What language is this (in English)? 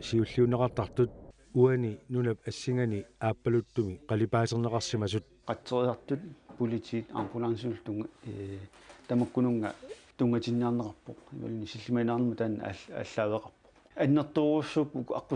Kalaallisut